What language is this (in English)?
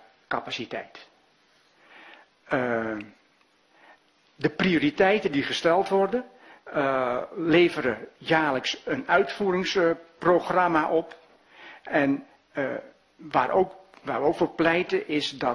Dutch